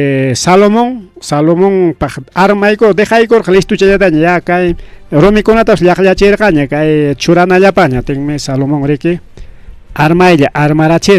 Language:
Ayacucho Quechua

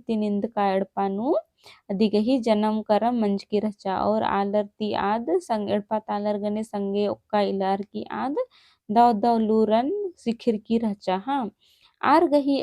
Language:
Kurukh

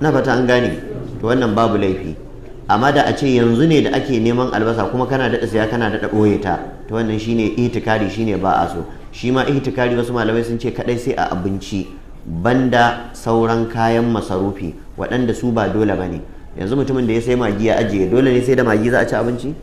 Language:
Hausa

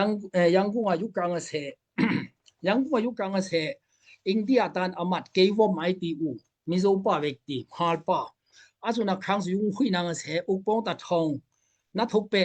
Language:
Daai Chin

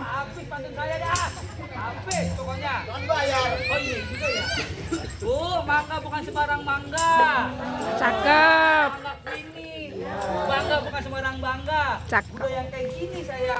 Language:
Betawi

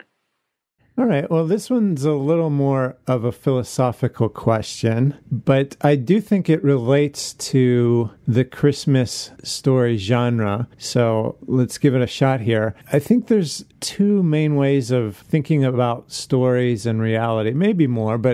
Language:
English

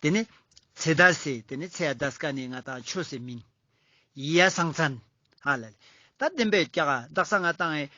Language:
Ladakhi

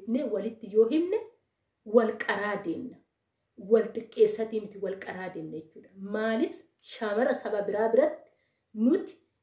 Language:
Oromo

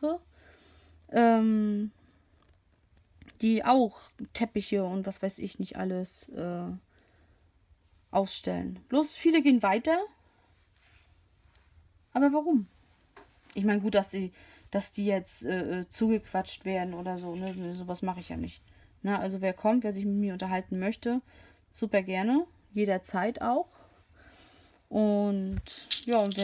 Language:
German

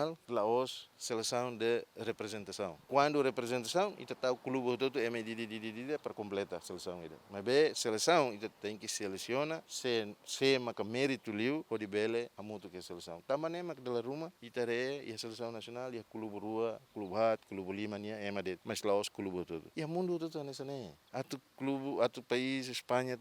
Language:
Tetum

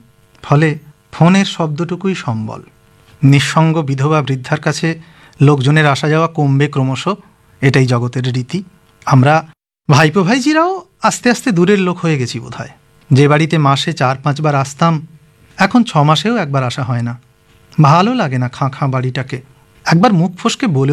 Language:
Bangla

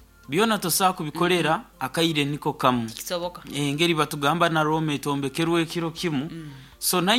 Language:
Nyoro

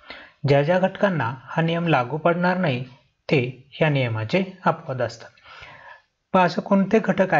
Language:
Marathi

